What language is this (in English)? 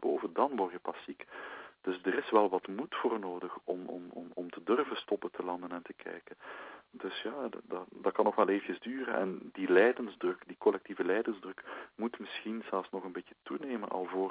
Dutch